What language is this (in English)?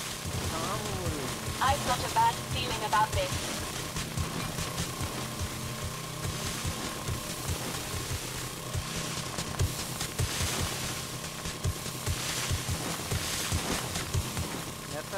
Turkish